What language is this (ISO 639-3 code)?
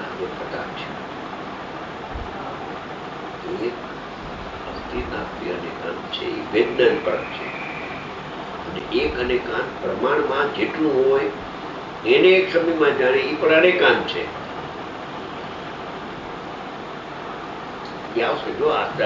guj